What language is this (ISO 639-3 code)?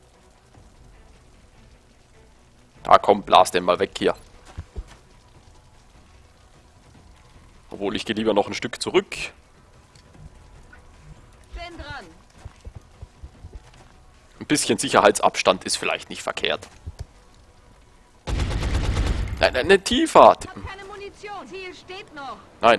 deu